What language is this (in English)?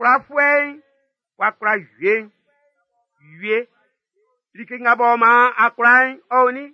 Baoulé